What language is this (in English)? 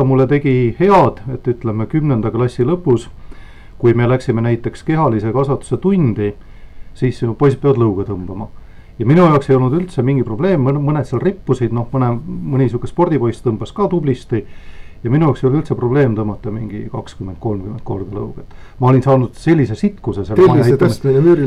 Estonian